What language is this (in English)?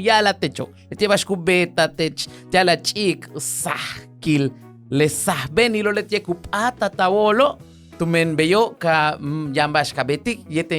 Yucateco